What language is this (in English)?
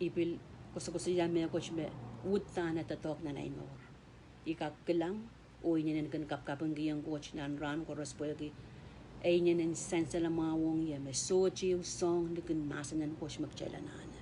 Pohnpeian